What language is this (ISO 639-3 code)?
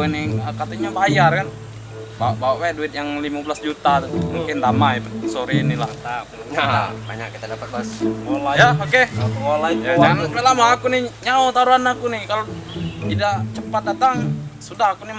mui